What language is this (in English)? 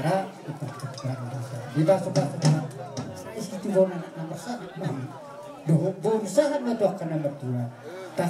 Batak Toba